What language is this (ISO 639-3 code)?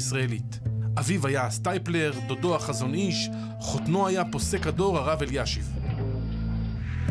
heb